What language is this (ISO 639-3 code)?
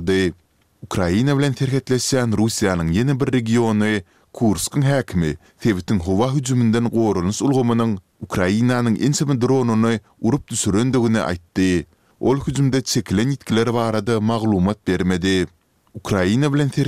tuk